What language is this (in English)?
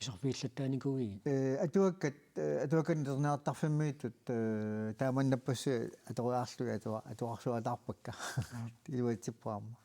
Kalaallisut